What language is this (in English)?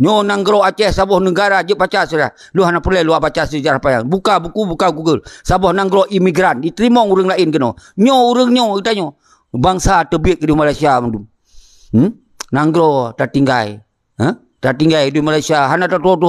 Achinese